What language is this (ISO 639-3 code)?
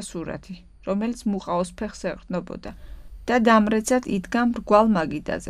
kat